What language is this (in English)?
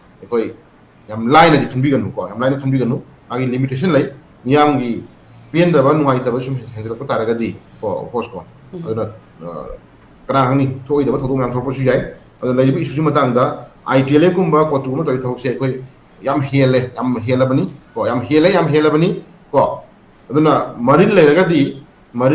Manipuri